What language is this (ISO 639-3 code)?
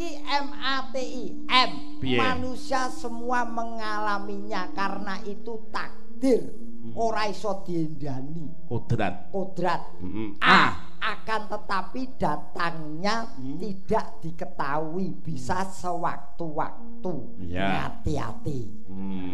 jav